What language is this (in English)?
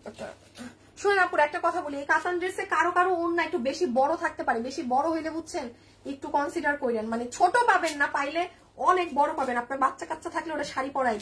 Bangla